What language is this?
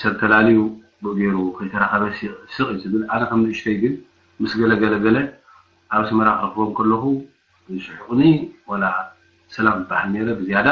Tigrinya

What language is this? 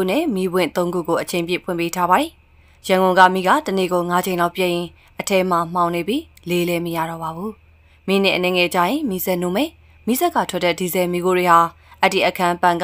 Burmese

